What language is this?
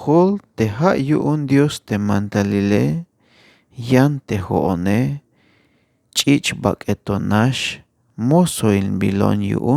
Tzeltal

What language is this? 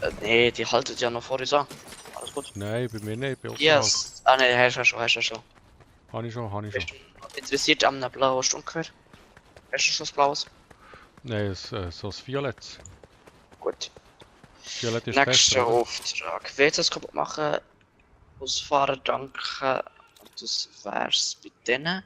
Swiss German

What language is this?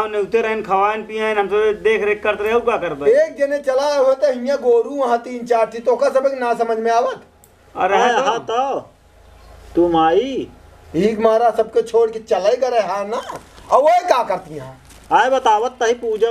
Awadhi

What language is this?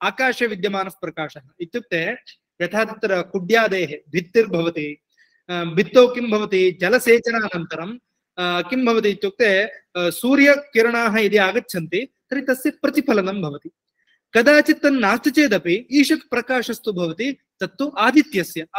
Sanskrit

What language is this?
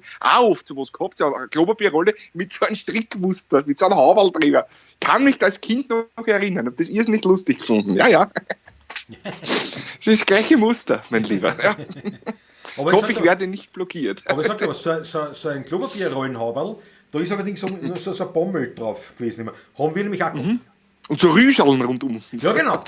Bavarian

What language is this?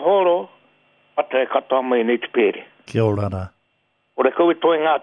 Māori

